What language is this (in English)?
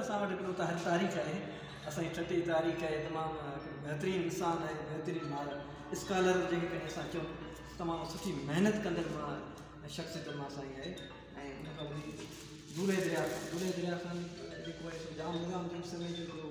Sindhi